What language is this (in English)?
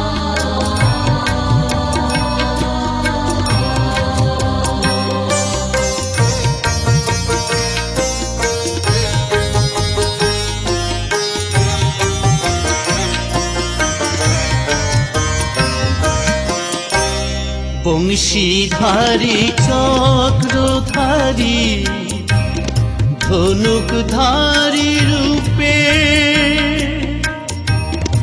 Bangla